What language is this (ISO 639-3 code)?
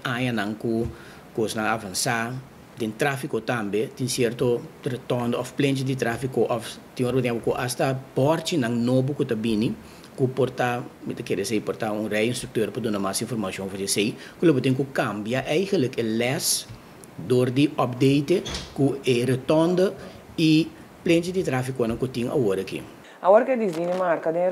pap